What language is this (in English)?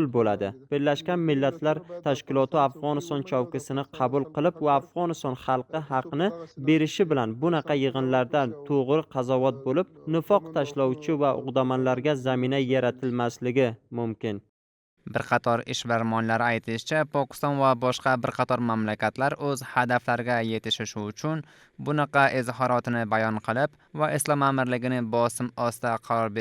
Uzbek